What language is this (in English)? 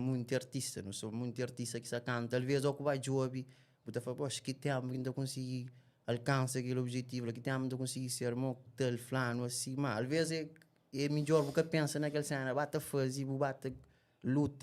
Kabuverdianu